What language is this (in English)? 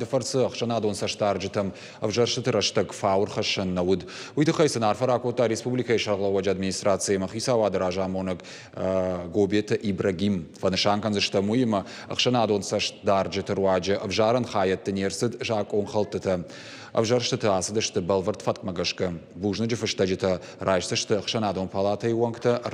Ossetic